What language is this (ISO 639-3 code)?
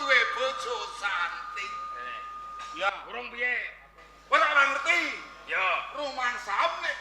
jav